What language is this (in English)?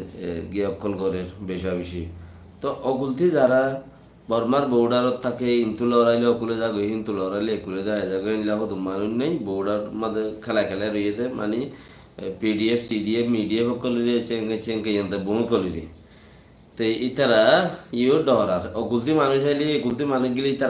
Rohingya